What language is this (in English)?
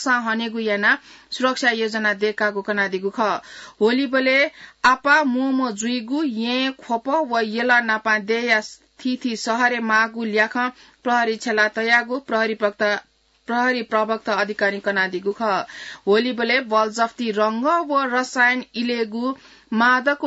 Newari